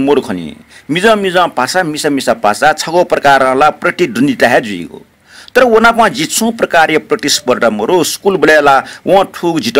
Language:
Newari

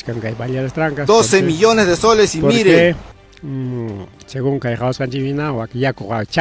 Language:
Ayacucho Quechua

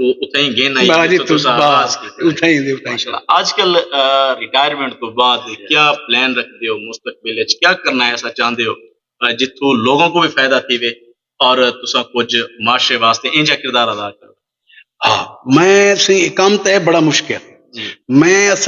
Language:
Saraiki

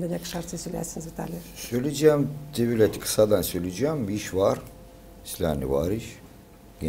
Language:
Gagauz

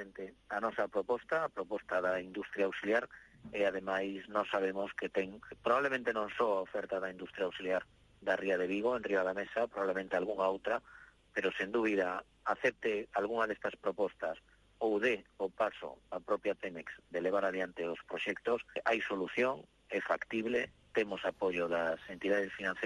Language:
Galician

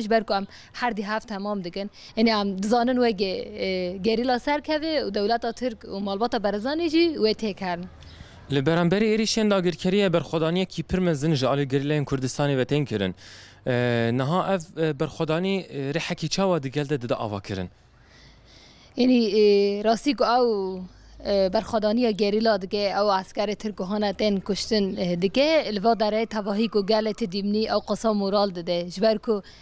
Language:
Kurdish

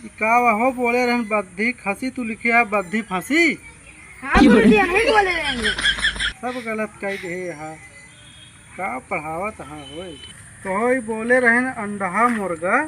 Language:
Awadhi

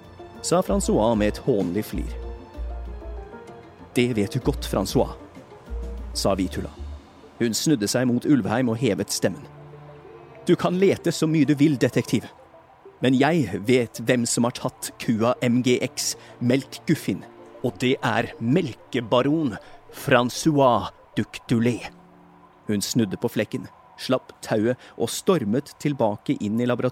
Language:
Norwegian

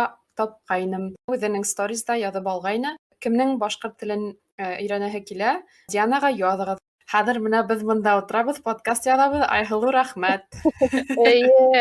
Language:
Bashkir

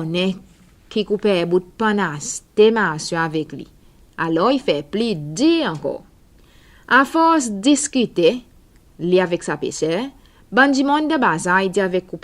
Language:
Seselwa Creole French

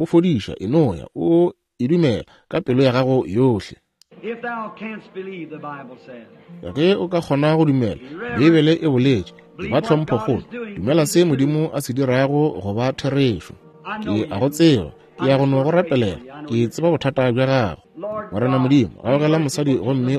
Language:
Northern Sotho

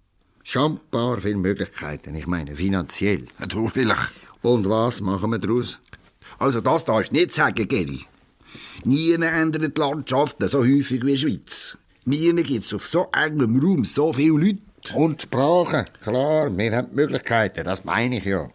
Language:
Swiss German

